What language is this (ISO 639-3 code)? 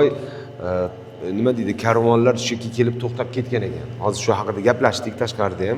uzb